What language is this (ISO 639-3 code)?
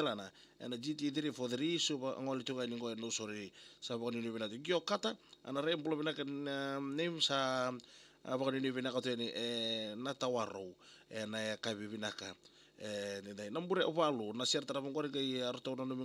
fij